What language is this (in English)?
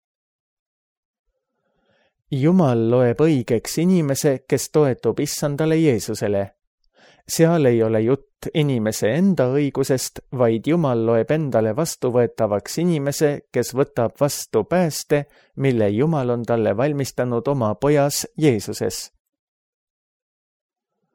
Estonian